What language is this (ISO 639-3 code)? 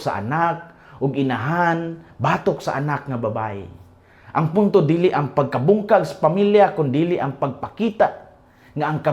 ceb